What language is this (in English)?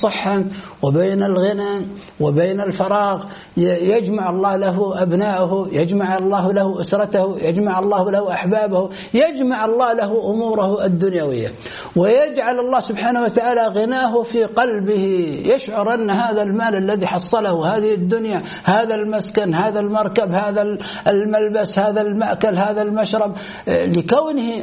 Arabic